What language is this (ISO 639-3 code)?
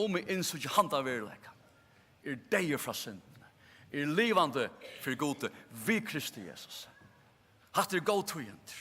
fao